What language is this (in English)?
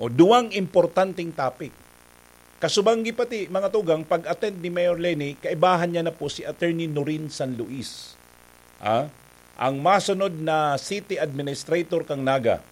Bikol